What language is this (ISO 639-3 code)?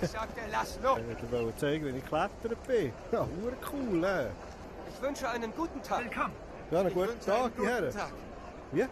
gsw